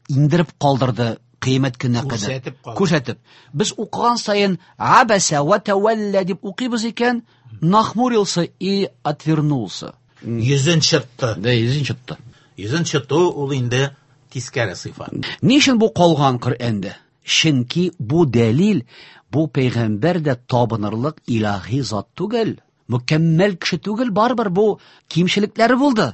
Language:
Tatar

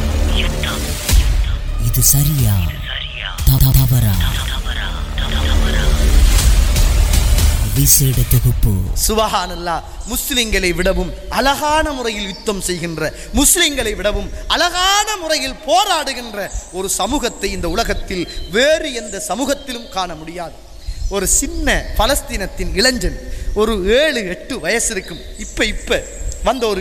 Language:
Tamil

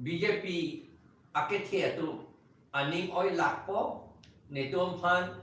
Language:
Karbi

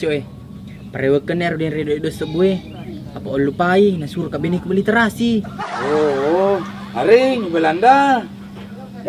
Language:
Buginese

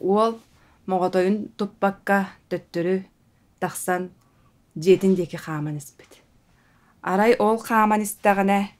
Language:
Yakut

